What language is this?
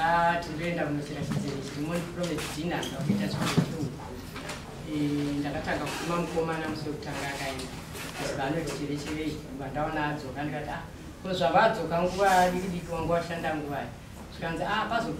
Shona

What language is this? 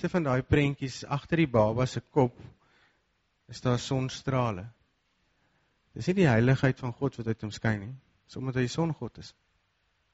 Afrikaans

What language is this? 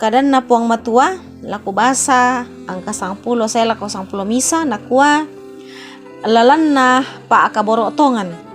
Toraja-Sa'dan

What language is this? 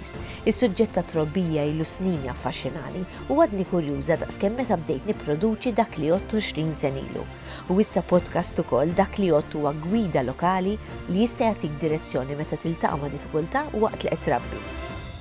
Maltese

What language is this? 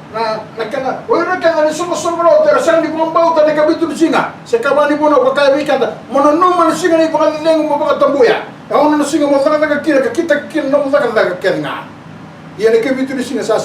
Fijian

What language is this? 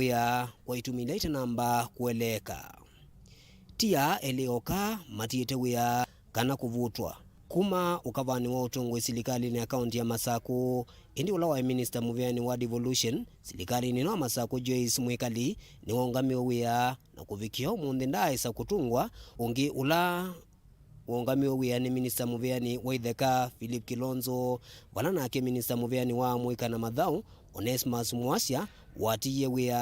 Kamba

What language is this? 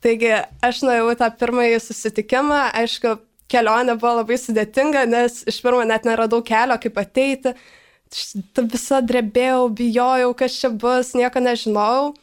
Lithuanian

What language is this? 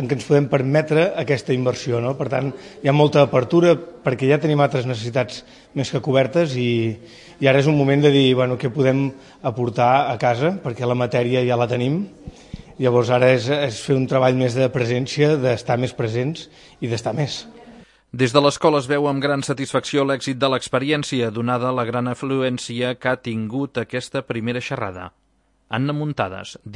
Catalan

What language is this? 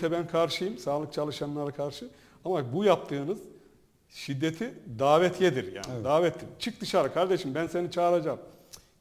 Turkish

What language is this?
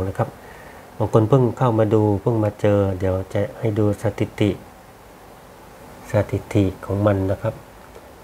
Thai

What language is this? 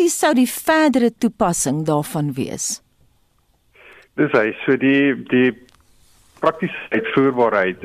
Afrikaans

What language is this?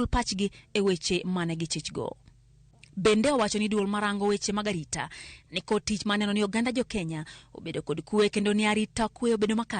Luo (Kenya and Tanzania)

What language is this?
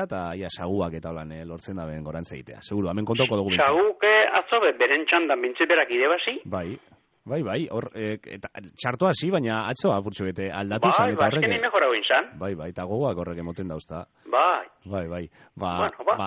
Basque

